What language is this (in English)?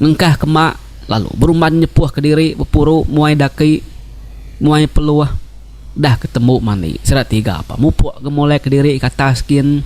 Iban